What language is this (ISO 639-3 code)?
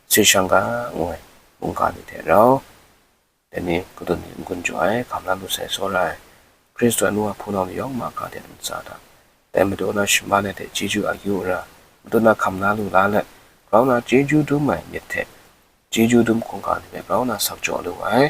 kac